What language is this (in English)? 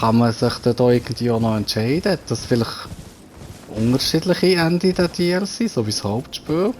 Swiss German